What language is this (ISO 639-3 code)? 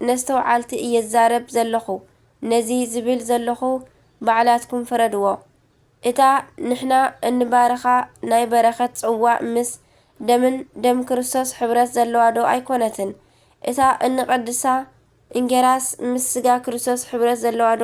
tir